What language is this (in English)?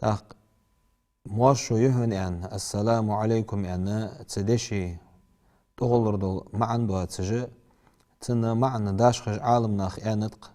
Ingush